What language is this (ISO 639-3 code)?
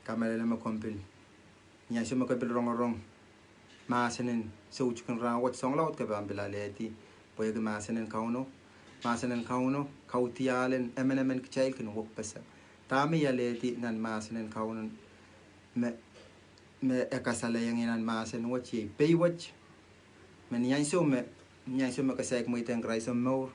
pon